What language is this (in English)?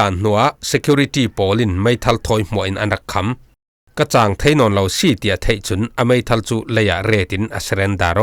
Falam Chin